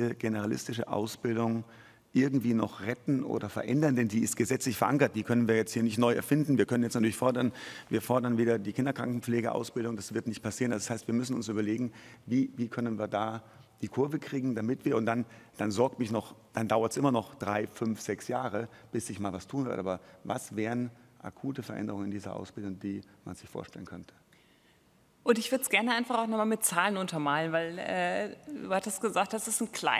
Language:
German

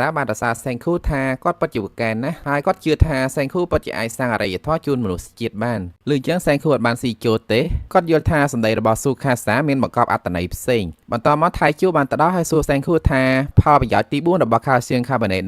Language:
Khmer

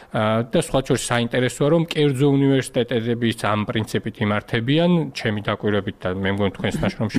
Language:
Georgian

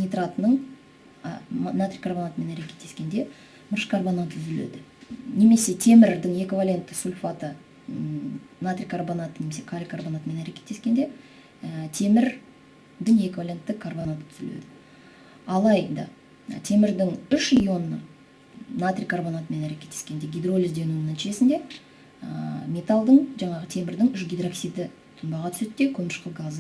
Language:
Kazakh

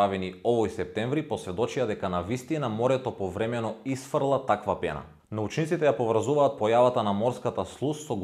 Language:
Macedonian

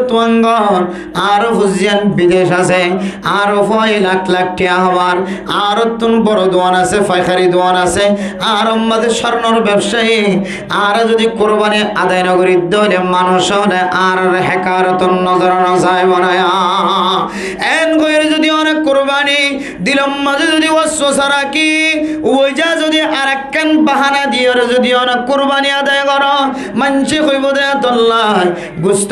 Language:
Rohingya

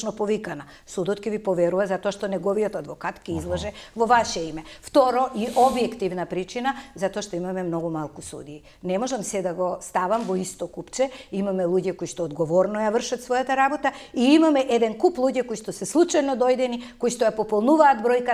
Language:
Macedonian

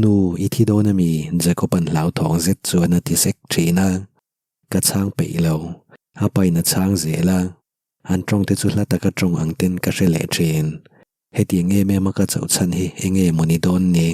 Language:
Mizo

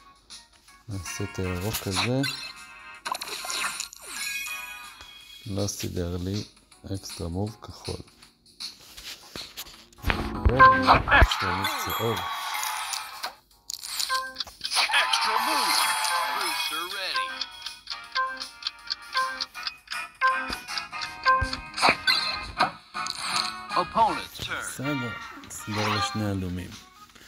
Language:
Hebrew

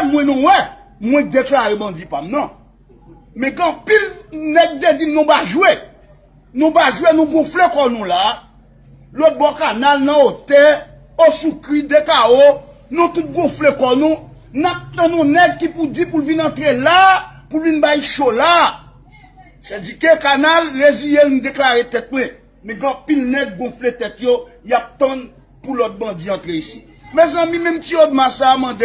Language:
Haitian Creole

